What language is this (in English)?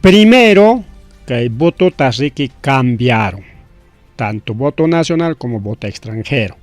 Ayacucho Quechua